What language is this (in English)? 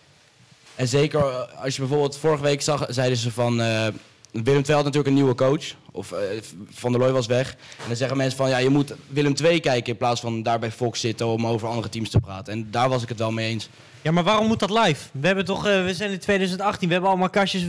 Dutch